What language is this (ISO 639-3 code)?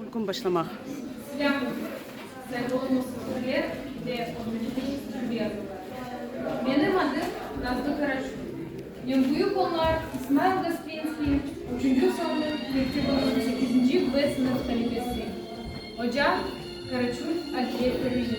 crh